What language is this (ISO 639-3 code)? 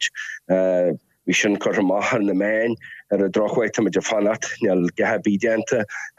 gle